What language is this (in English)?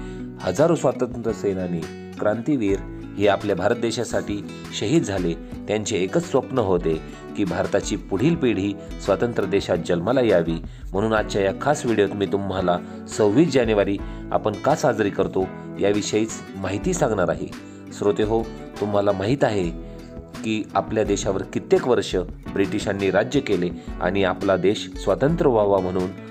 Marathi